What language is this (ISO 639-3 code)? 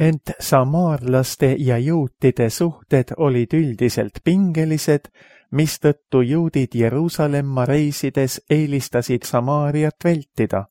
est